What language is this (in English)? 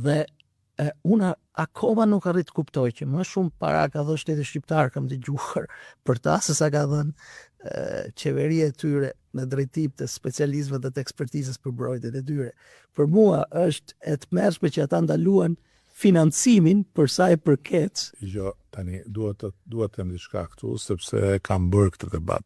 Albanian